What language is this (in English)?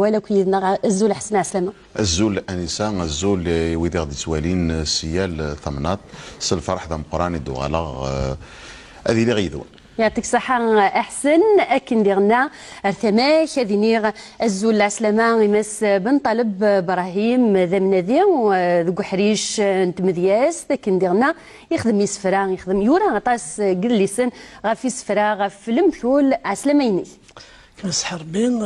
Kabyle